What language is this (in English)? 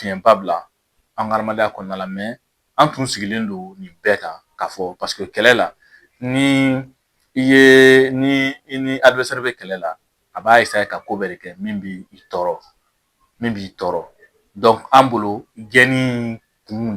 Bambara